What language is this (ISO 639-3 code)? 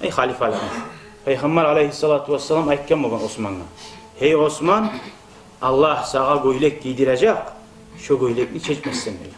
kum